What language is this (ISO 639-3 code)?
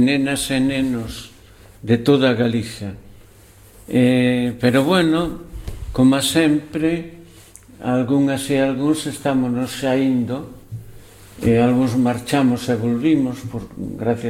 glg